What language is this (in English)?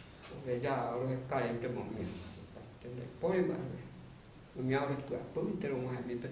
Guarani